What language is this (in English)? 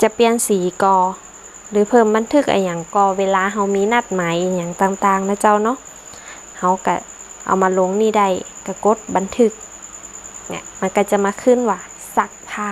Northern Thai